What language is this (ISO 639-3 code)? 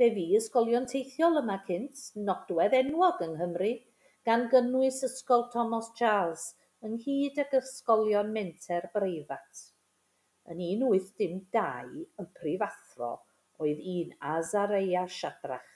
cym